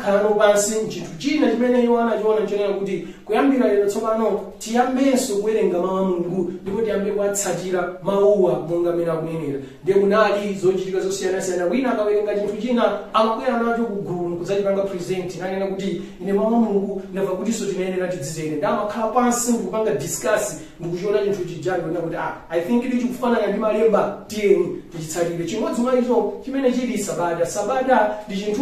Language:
Nyanja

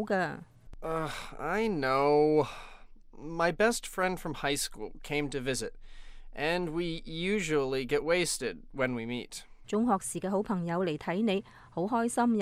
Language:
Cantonese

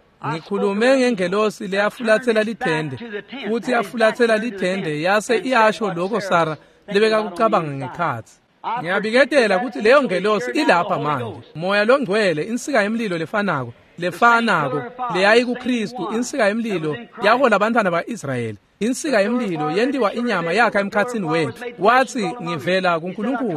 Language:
Swati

